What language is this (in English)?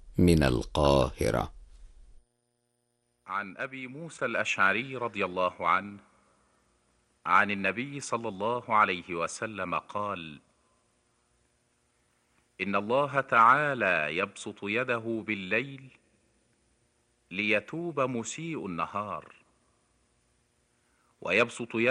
Arabic